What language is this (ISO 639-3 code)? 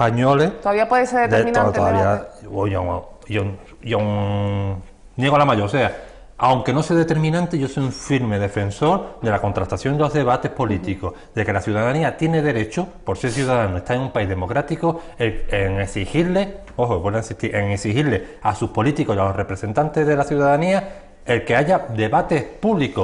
spa